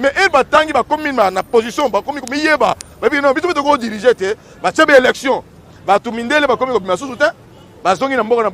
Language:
Lingala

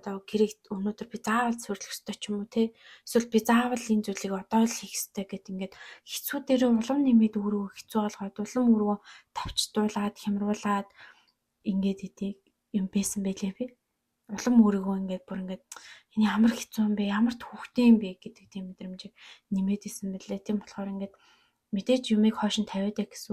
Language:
Mongolian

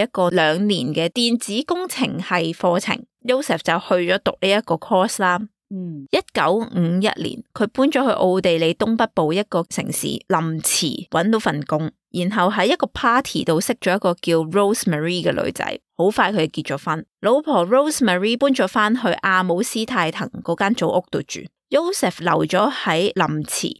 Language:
Cantonese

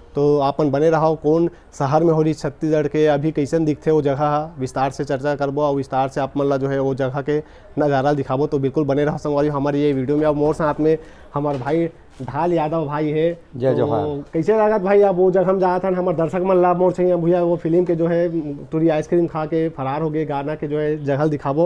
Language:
Chhattisgarhi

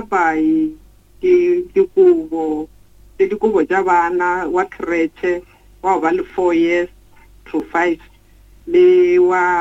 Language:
Northern Sotho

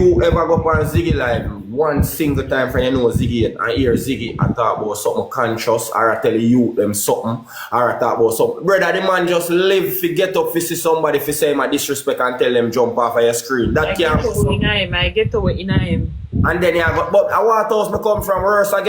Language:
Jamaican Creole English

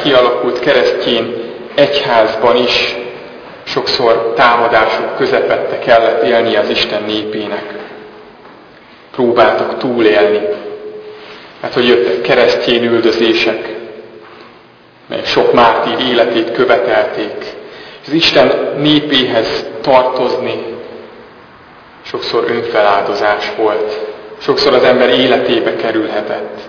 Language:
Hungarian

